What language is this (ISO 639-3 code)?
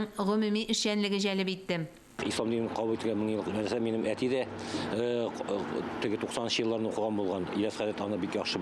tat